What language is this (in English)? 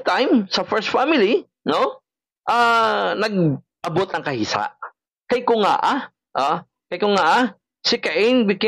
Hiligaynon